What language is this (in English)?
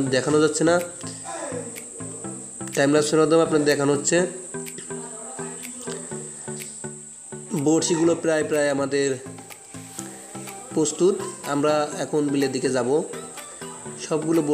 Bangla